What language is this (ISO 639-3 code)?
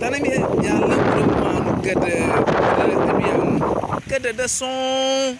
ewe